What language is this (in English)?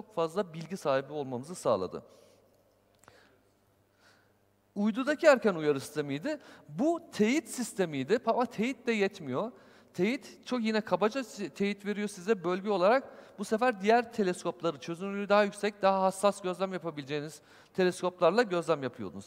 Turkish